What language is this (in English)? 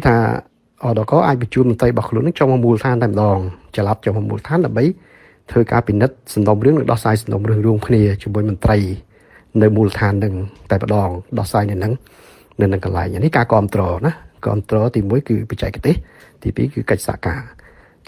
Khmer